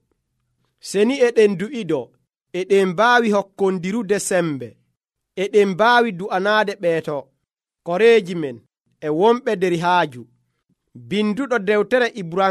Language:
Nigerian Fulfulde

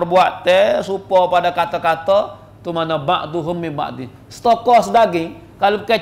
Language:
Malay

